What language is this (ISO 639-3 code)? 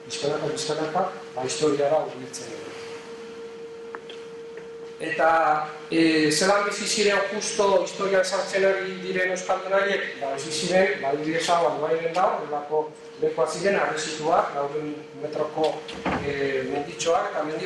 eus